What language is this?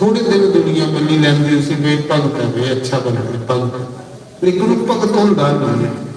Dogri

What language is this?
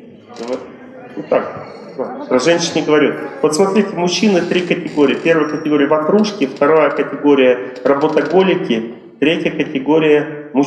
Russian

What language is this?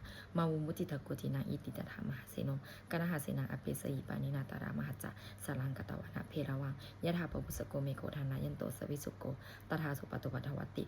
Pali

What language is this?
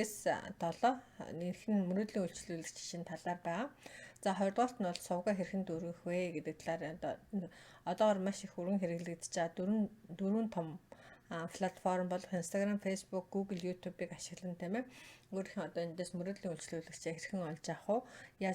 Mongolian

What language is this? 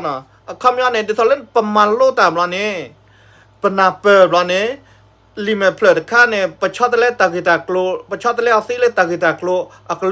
S'gaw Karen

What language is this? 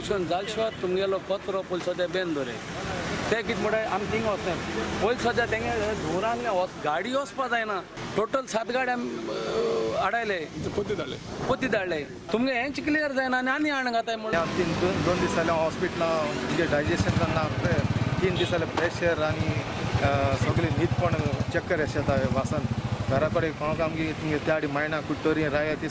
Konkani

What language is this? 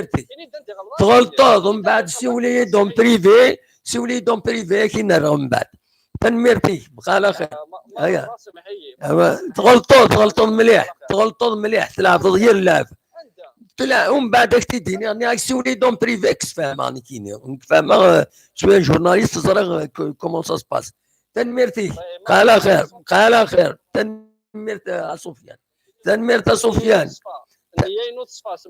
Kabyle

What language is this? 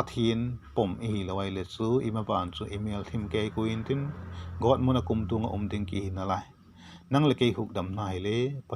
Vaiphei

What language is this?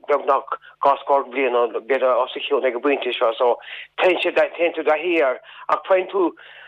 Irish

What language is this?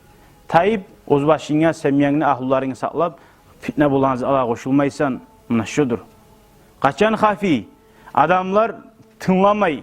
Kumyk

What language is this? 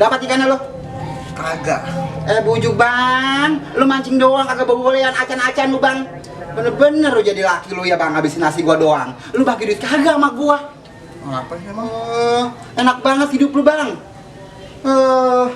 Betawi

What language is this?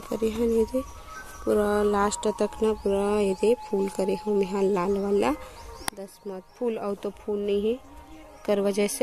Chhattisgarhi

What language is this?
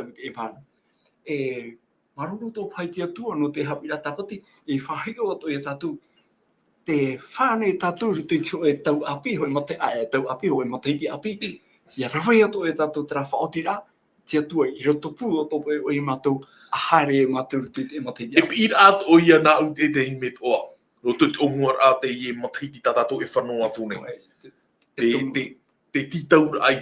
Tahitian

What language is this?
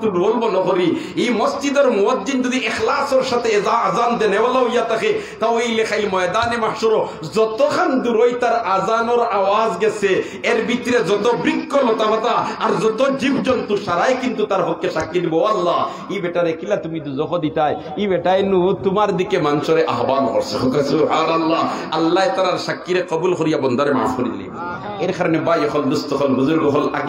Sylheti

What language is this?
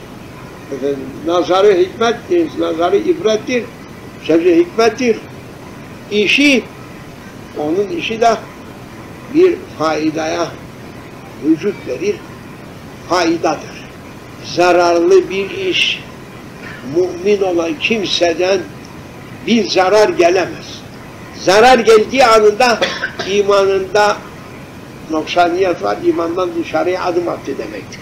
Turkish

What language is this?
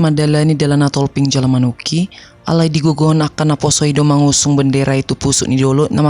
Batak Toba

